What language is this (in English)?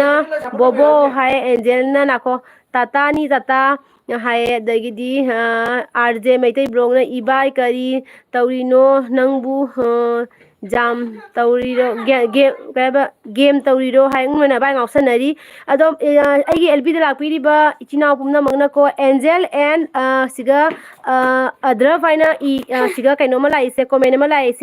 Manipuri